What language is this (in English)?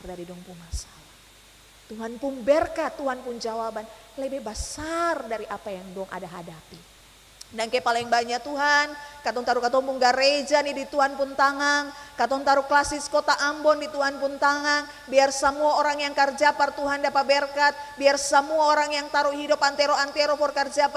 Ambonese Malay